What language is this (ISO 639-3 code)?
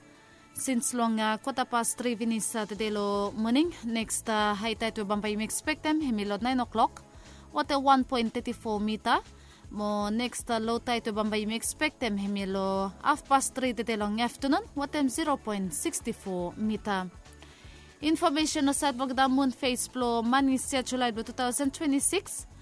bis